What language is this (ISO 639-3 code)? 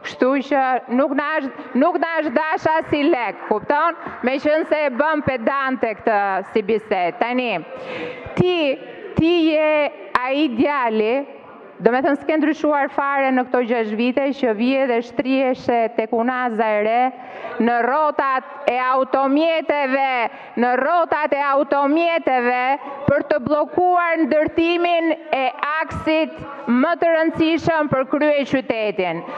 sqi